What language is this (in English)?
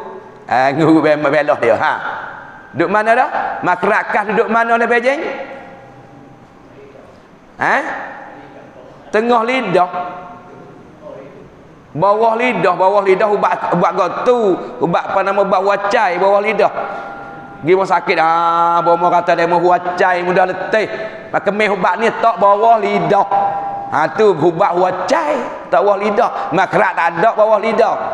Malay